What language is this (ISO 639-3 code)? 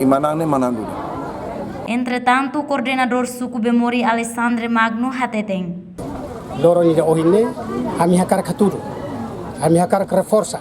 tet